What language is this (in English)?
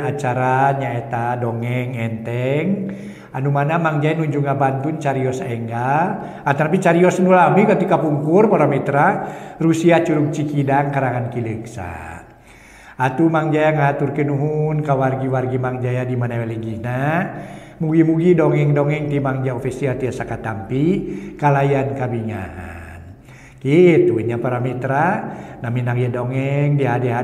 Sundanese